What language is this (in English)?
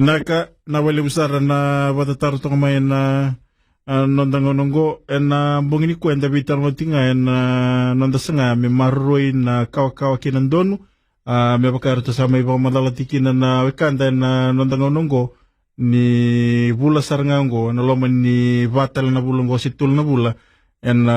Fijian